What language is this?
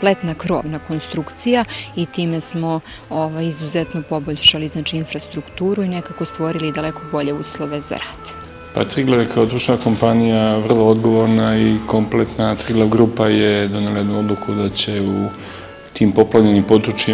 Serbian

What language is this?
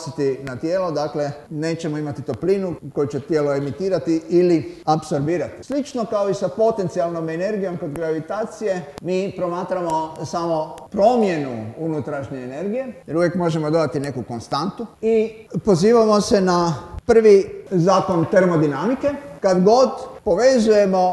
Croatian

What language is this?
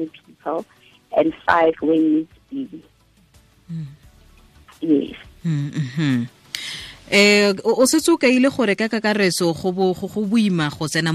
Tswana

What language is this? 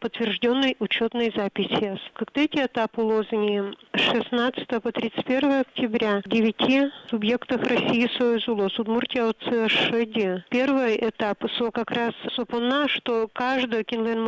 Udmurt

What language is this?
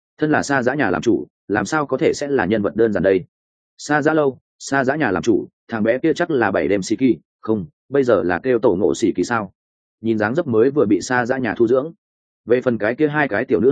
Vietnamese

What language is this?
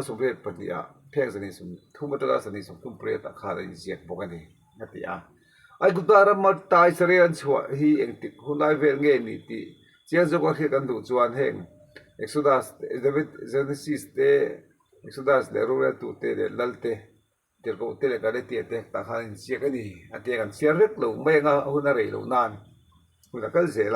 Mizo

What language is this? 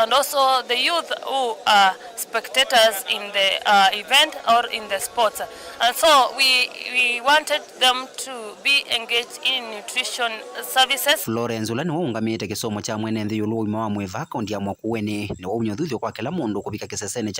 Kamba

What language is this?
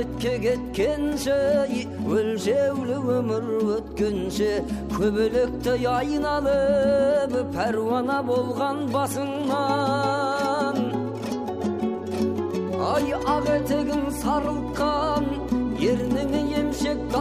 Kazakh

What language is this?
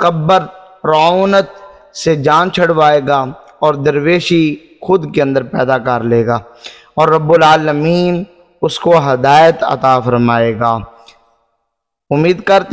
Urdu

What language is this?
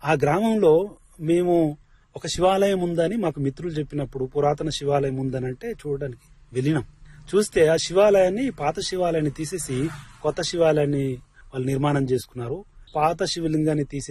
Telugu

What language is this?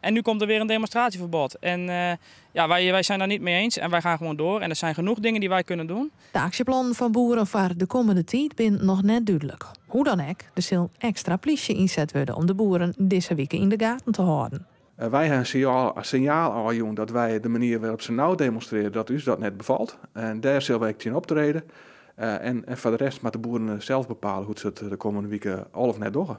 Western Frisian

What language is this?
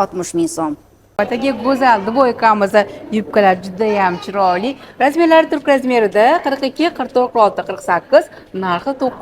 Uzbek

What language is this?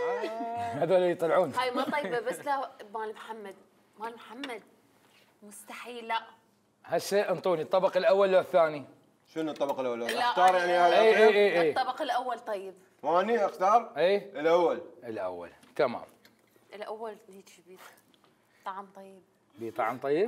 Mesopotamian Arabic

